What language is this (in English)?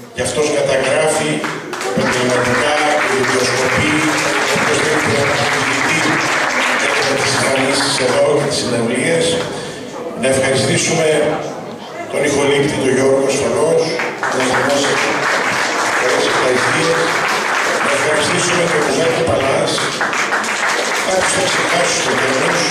Greek